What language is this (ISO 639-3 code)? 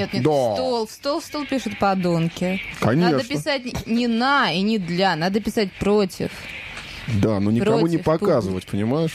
rus